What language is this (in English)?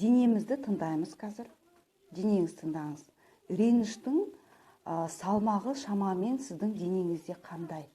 Kazakh